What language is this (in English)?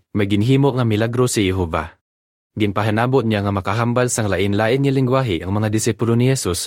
Hiligaynon